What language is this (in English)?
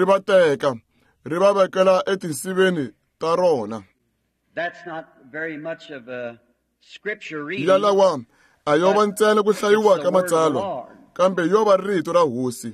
Tsonga